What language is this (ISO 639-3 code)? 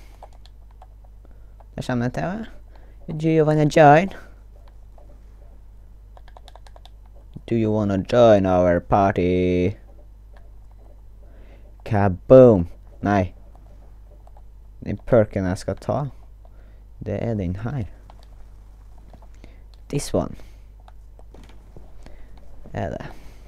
nor